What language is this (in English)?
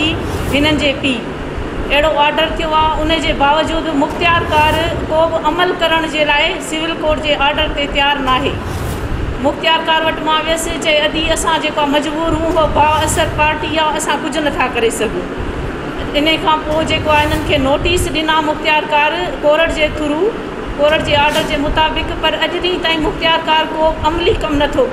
Sindhi